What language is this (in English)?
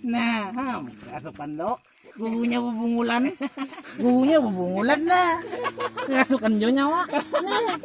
Banjar